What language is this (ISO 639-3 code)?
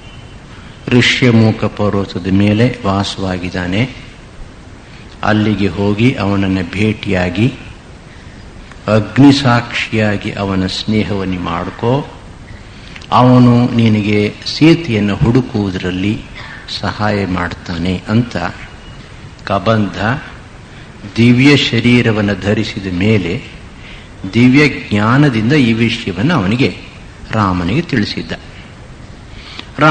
kan